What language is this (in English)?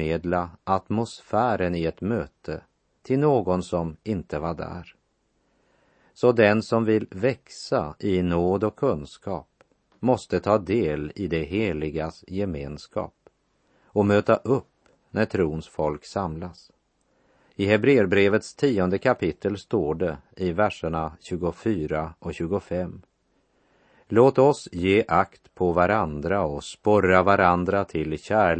Swedish